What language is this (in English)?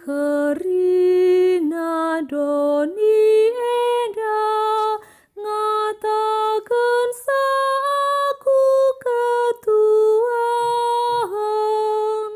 Batak Karo